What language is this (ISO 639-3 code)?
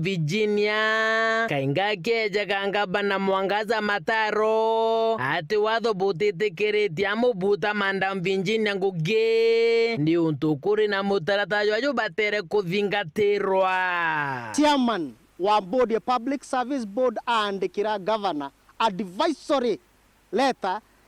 mer